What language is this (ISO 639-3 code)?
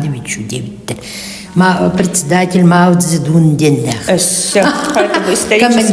sah